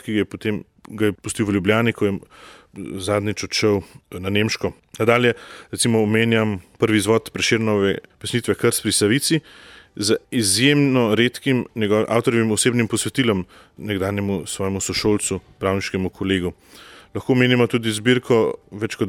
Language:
Slovenian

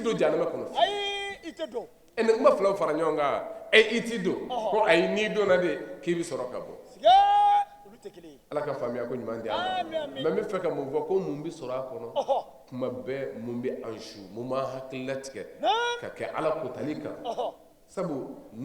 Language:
Bambara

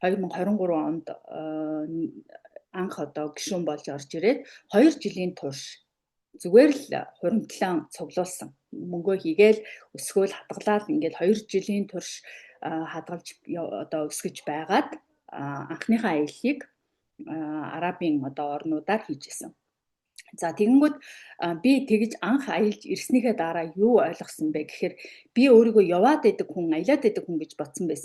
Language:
Mongolian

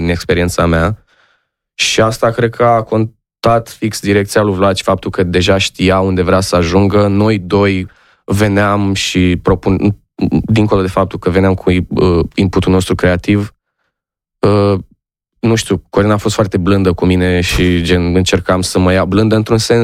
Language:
Romanian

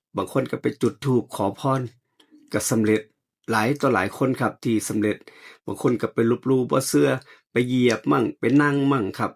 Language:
Northeastern Thai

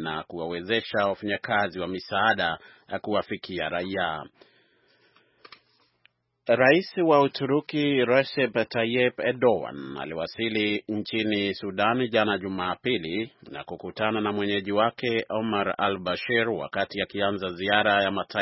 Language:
Swahili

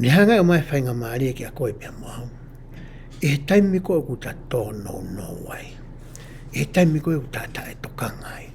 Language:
Tongan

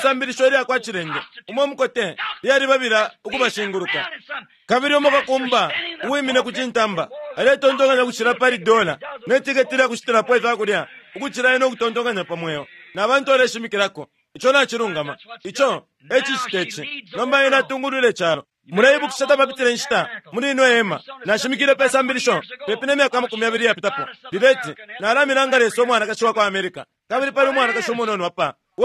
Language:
Bemba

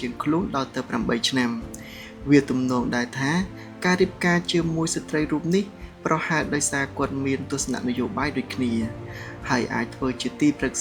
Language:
Khmer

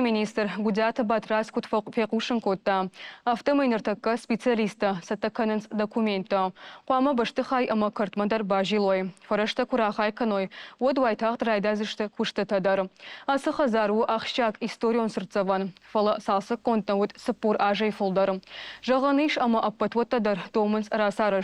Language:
Ossetic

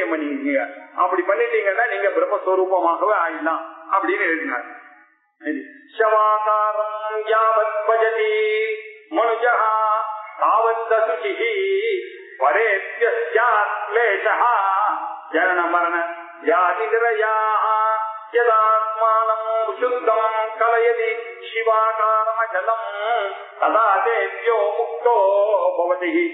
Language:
Tamil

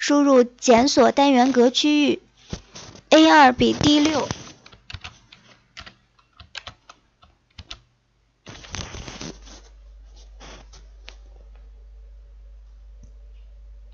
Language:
Chinese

